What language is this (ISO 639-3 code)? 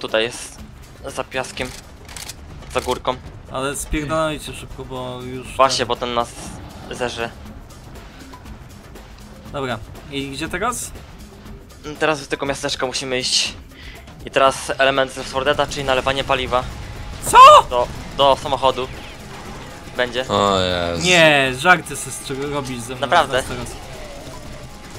pol